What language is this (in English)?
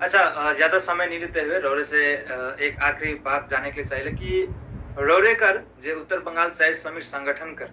Sadri